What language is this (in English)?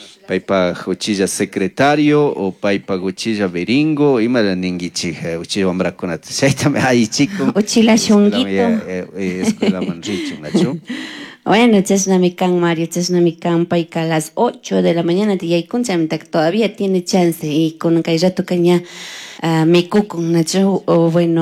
Chimborazo Highland Quichua